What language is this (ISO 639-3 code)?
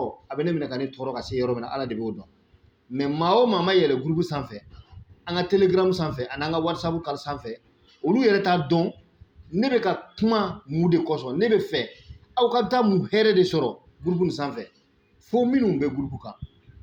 bam